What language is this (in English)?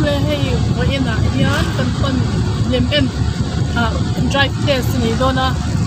Mizo